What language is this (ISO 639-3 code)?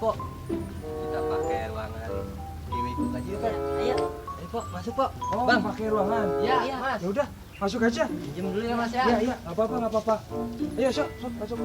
bew